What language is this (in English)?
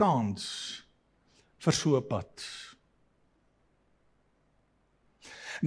Afrikaans